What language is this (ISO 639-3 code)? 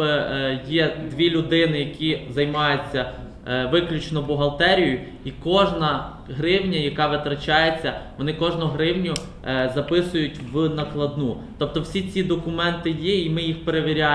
ukr